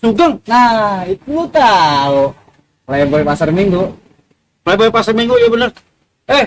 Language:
Betawi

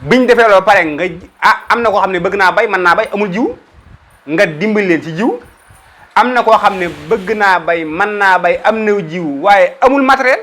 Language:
Wolof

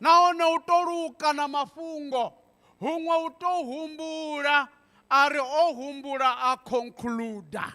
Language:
Venda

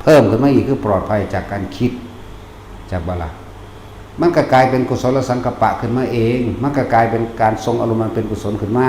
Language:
Northeastern Thai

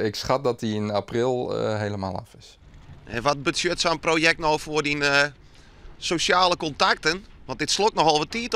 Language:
Western Frisian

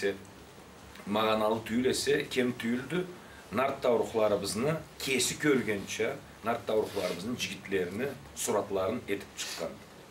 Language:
Karachay-Balkar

